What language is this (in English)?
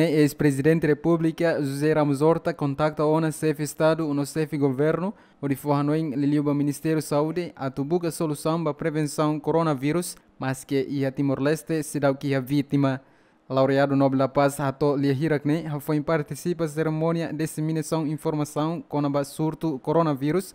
Tetum